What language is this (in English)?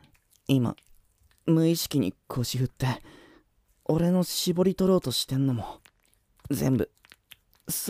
Japanese